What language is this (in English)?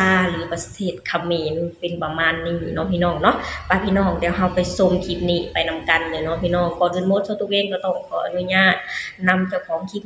Lao